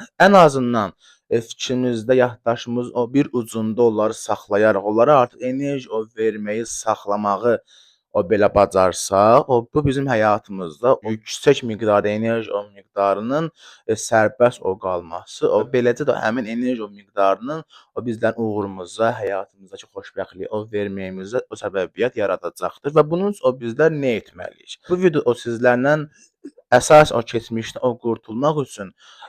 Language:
Azerbaijani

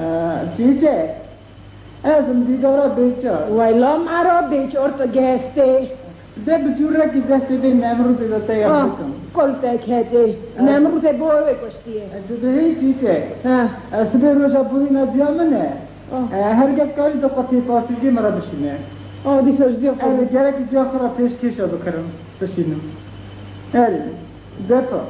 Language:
Kurdish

